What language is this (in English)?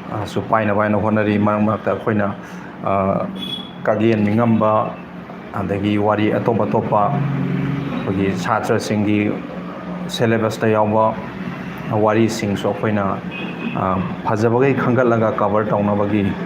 Manipuri